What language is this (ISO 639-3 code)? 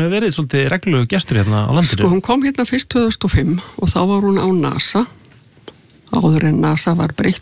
isl